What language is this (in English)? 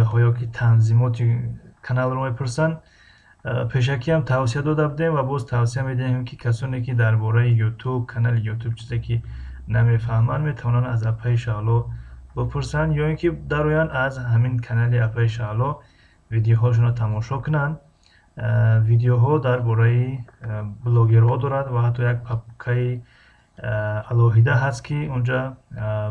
Tajik